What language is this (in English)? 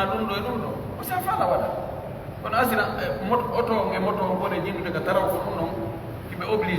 Pular